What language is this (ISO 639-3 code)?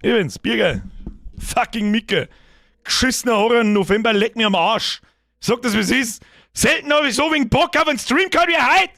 bar